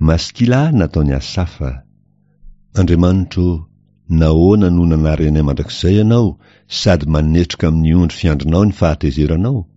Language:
Malagasy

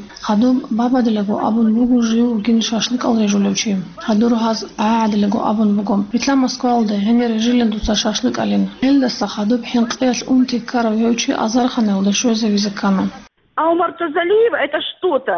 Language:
Avaric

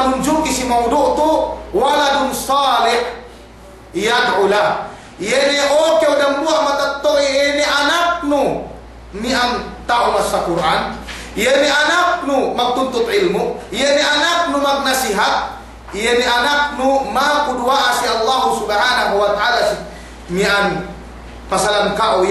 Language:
Yakan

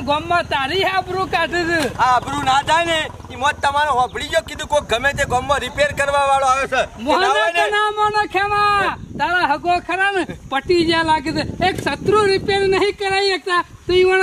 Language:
Gujarati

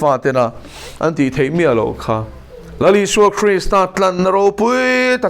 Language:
Mizo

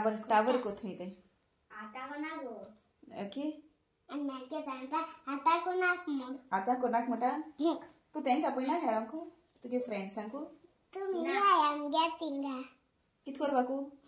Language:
Konkani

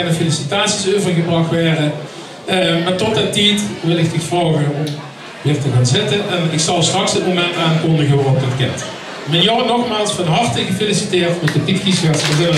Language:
Limburgish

